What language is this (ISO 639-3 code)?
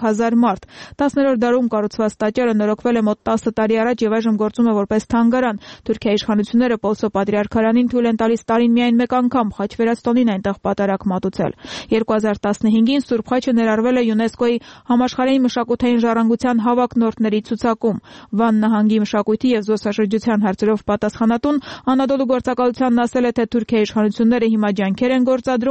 hye